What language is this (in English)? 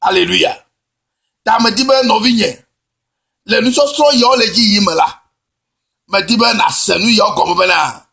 Ewe